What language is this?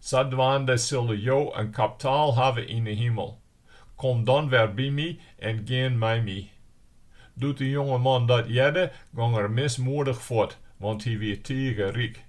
Western Frisian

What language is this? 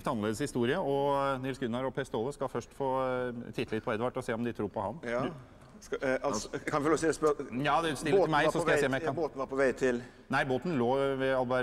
Norwegian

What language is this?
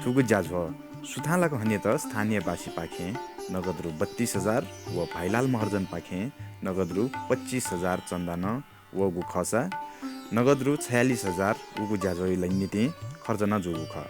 Newari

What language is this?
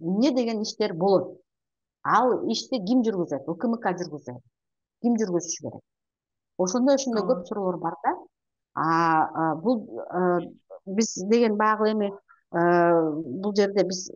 Kyrgyz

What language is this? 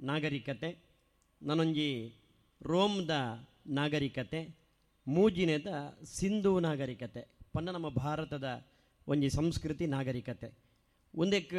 Tulu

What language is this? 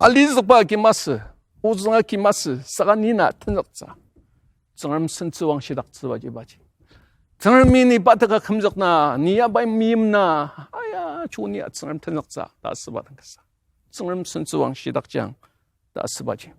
Ao Naga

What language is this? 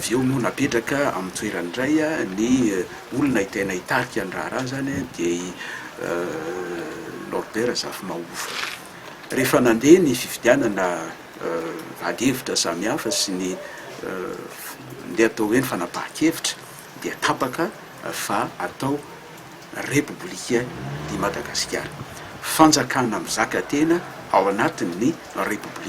Malagasy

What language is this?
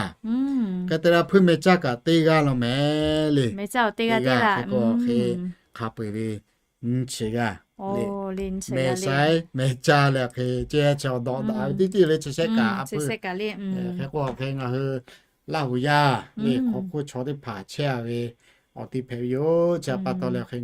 Lahu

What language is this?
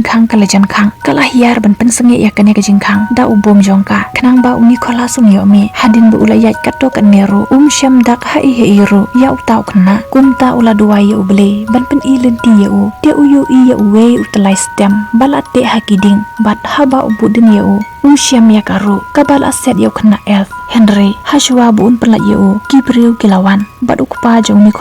Khasi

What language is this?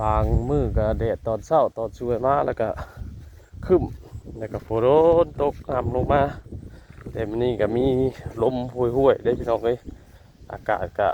Northeastern Thai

